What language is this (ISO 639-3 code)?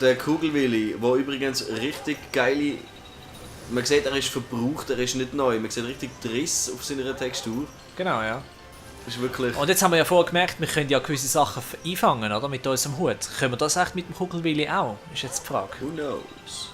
gsw